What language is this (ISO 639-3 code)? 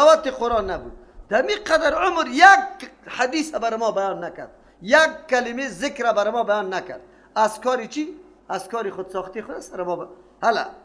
fas